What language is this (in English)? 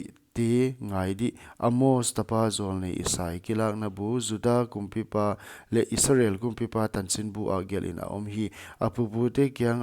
Paite Chin